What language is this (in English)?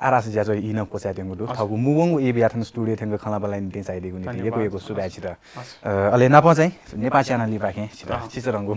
Newari